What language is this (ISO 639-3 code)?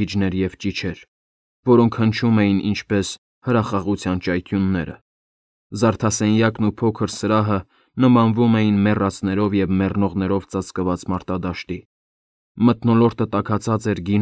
hye